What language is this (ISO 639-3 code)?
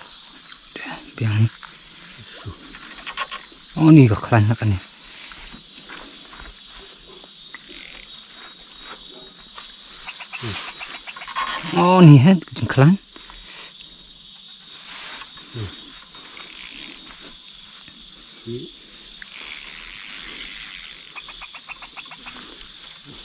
msa